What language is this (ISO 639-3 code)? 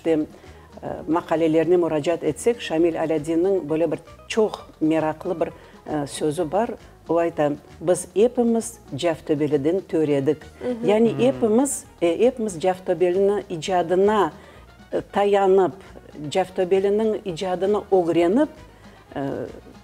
crh